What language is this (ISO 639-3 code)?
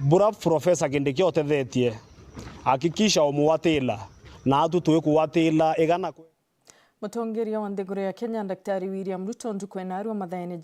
mer